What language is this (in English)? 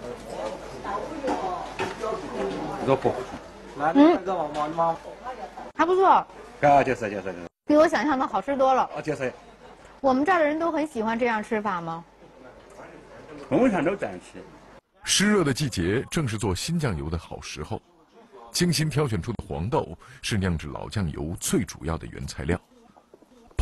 Chinese